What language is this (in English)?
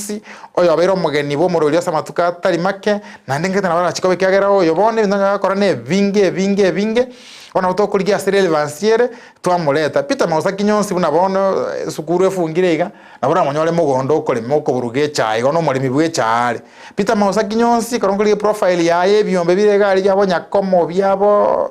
Gusii